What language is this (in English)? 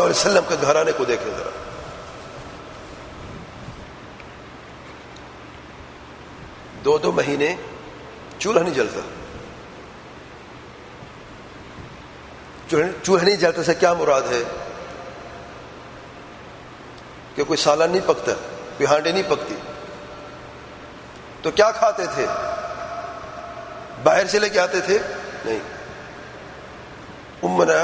Urdu